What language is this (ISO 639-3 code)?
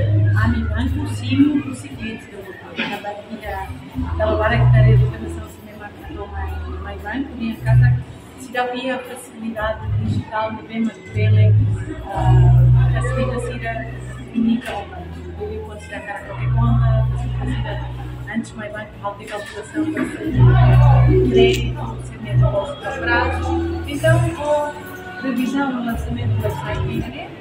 tet